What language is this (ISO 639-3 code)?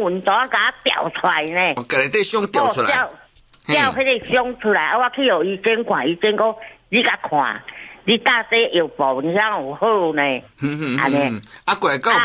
nan